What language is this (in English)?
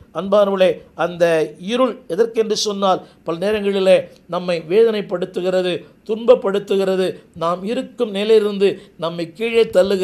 Tamil